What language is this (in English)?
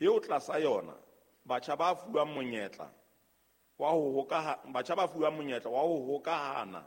Southern Sotho